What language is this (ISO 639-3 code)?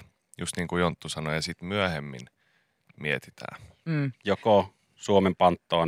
fin